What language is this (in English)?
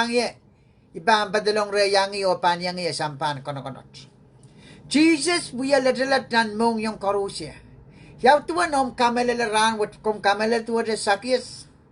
Pohnpeian